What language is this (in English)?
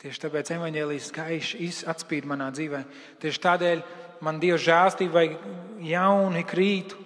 Latvian